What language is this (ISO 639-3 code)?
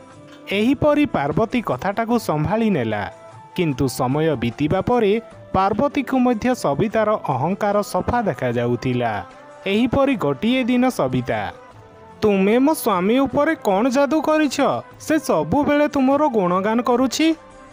ori